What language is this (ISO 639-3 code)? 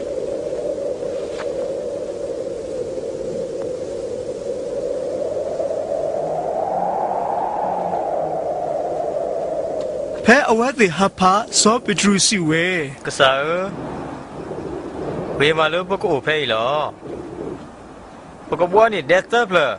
ksw